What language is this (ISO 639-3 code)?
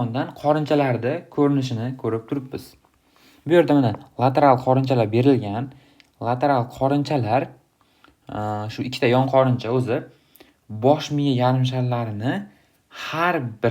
uzb